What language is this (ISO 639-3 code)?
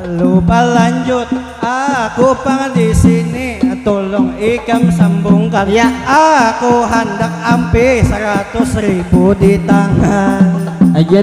bjn